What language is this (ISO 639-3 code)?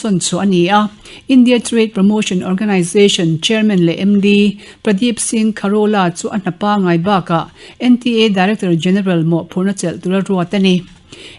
lus